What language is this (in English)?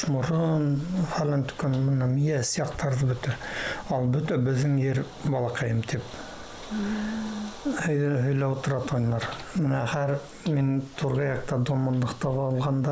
Bashkir